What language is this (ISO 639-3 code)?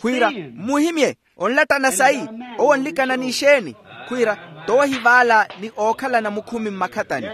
vmw